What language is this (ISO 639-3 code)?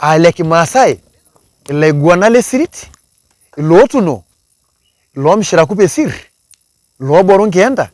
mas